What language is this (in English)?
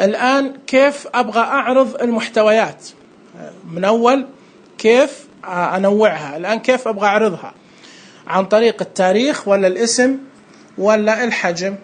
Najdi Arabic